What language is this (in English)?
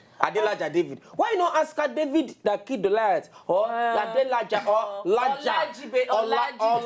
Nigerian Pidgin